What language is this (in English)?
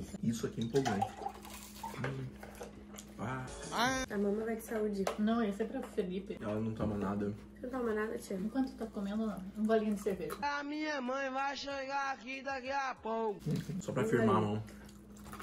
Portuguese